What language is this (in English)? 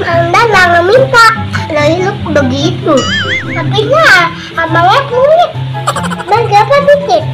Betawi